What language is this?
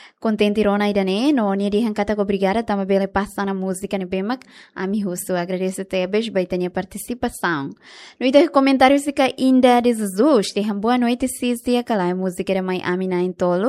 Tetum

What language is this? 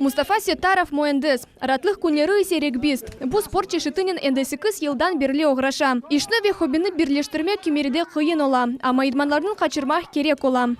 Crimean Tatar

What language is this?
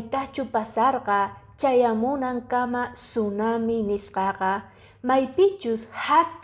Quechua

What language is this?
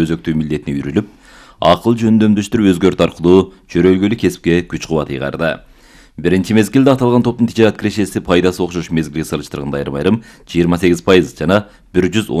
Kyrgyz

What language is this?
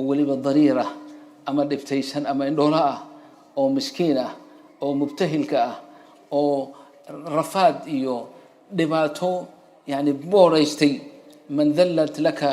Somali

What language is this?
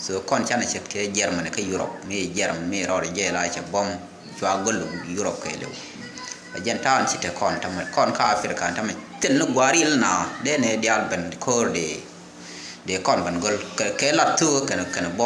Nuer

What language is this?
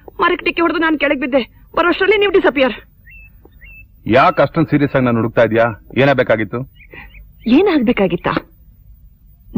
Kannada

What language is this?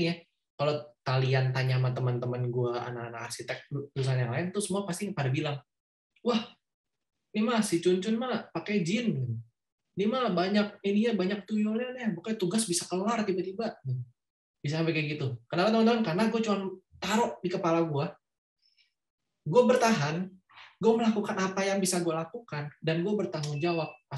Indonesian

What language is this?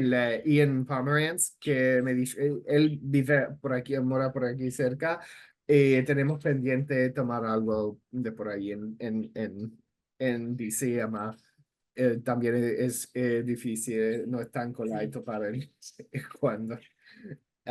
Ladino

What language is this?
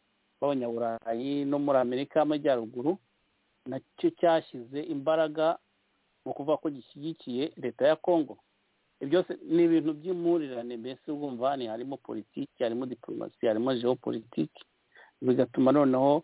Kinyarwanda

